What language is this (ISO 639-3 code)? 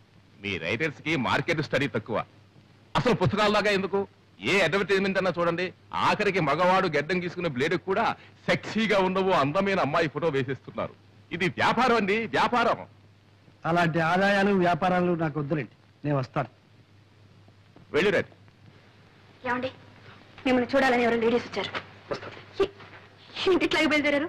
tel